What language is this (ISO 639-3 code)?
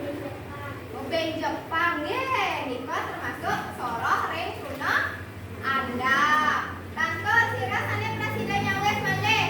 ban